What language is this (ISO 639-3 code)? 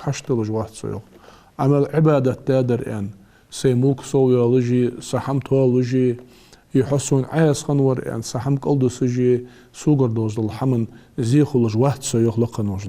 inh